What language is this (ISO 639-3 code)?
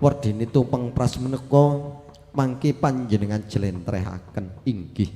jav